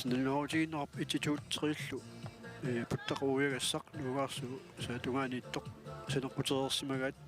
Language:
Kalaallisut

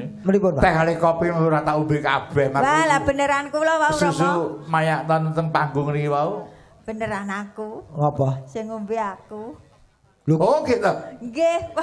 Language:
Javanese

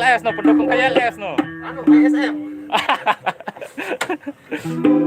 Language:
Sasak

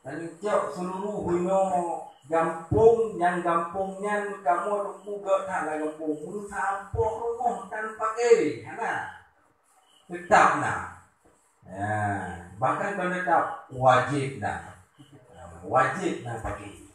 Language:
Achinese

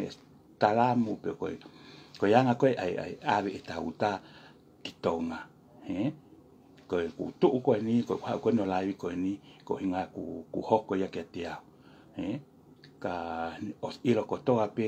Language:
Tongan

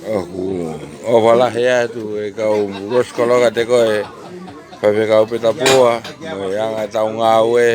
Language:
Tongan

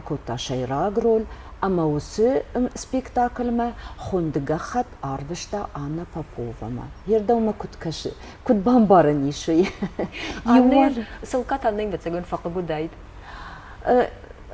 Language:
Ossetic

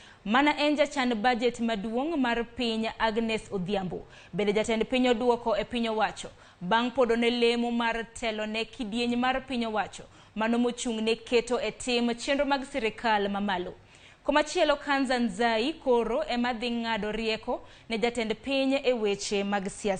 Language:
Luo (Kenya and Tanzania)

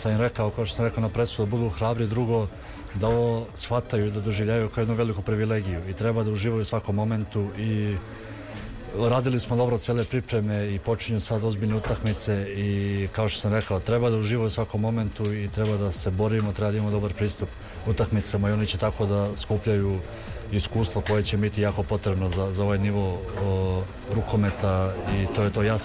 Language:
Serbian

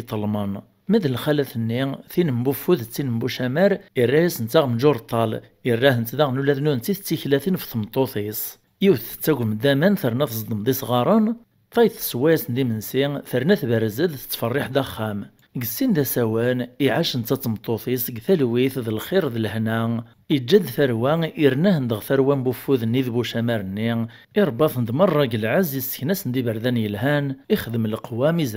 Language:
Kabyle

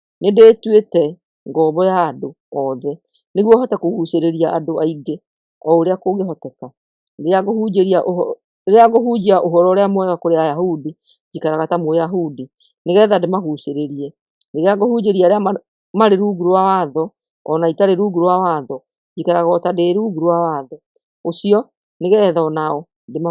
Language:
Kikuyu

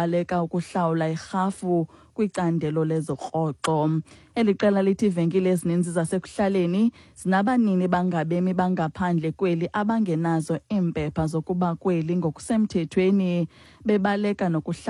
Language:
Xhosa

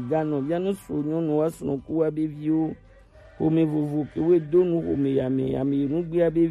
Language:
Gen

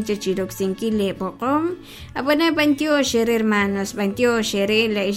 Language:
Kekchí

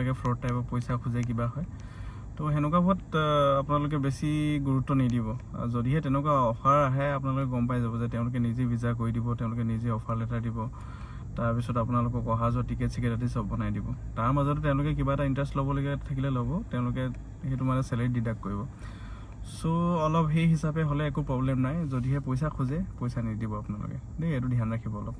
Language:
Assamese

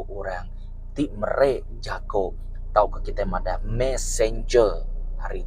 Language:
Iban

